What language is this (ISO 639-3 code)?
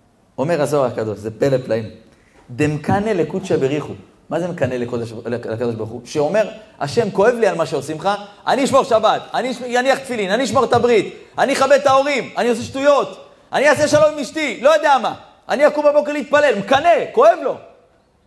heb